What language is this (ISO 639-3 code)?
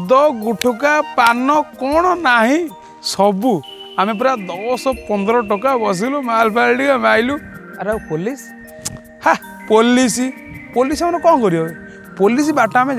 ori